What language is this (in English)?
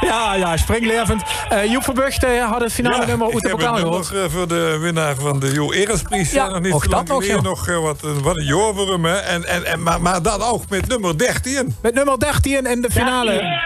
Limburgish